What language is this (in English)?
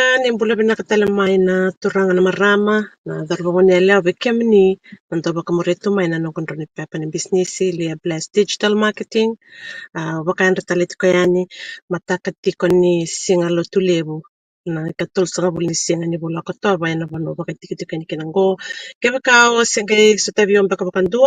Fijian